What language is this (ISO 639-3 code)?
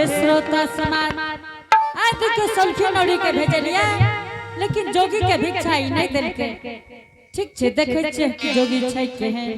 anp